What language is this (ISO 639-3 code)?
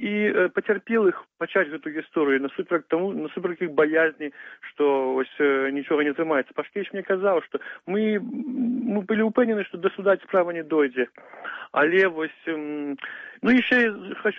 bel